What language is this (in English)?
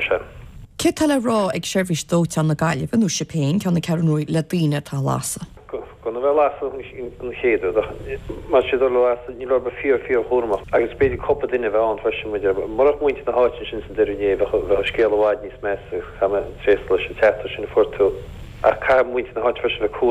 Irish